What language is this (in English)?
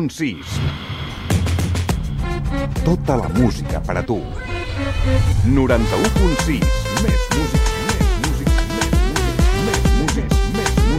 Catalan